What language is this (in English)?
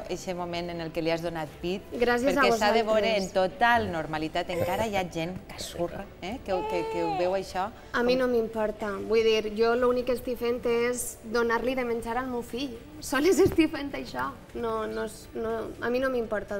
Catalan